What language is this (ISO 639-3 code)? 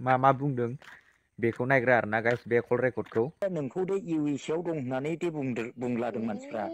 brx